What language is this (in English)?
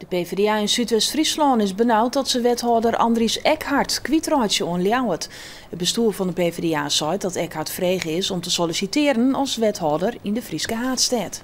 Western Frisian